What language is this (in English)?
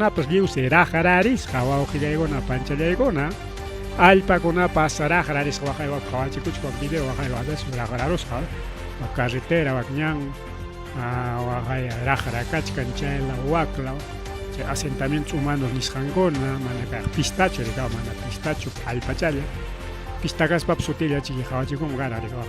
Ayacucho Quechua